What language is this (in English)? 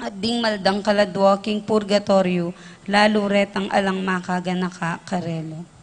Pampanga